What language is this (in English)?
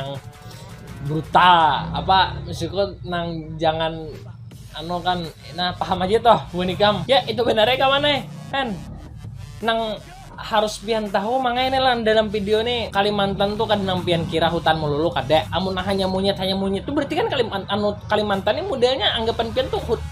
Banjar